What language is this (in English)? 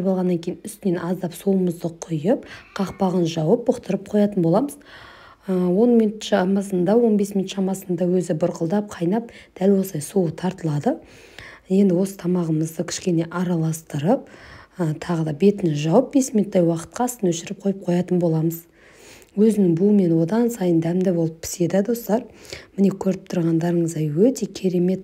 Kazakh